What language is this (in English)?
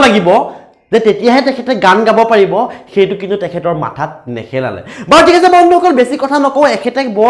Assamese